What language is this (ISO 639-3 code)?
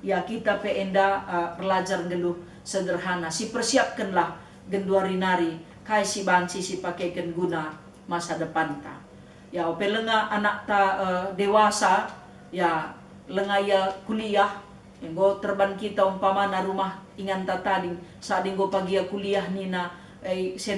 btx